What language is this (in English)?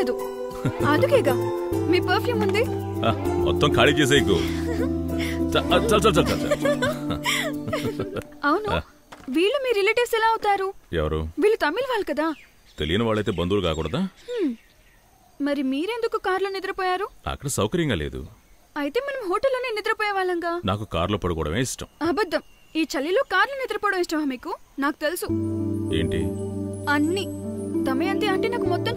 Telugu